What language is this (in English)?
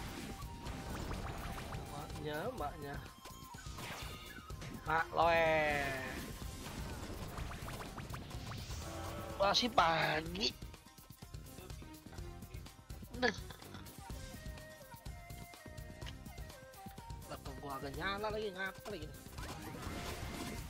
Indonesian